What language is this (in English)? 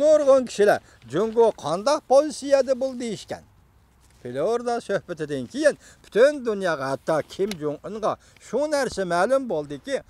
Uyghur